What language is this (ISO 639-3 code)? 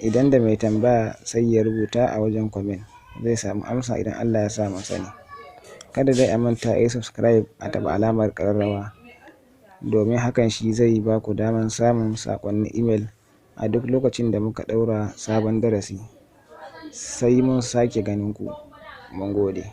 hau